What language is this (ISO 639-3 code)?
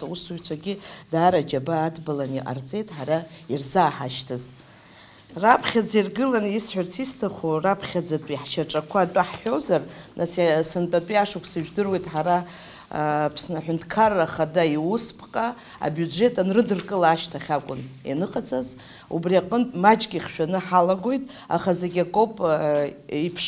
abk